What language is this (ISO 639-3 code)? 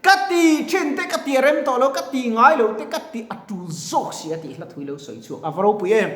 lus